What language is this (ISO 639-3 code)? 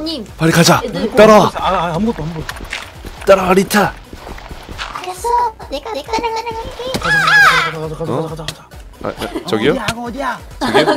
kor